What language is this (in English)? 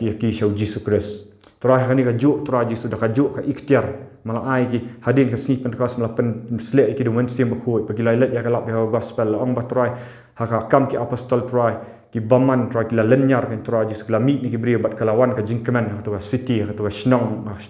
Khasi